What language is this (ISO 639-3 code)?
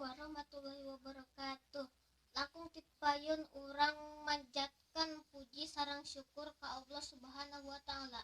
sun